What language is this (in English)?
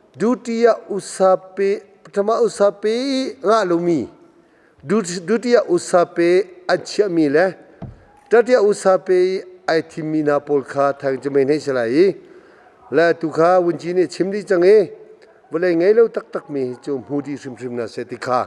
Hakha Chin